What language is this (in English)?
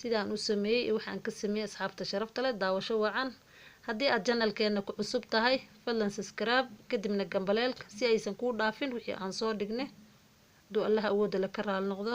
Somali